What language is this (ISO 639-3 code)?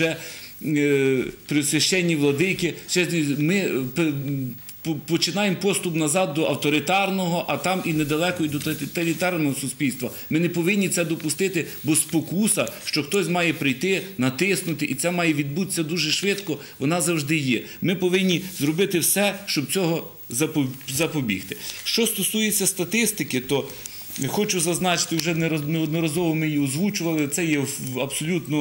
ukr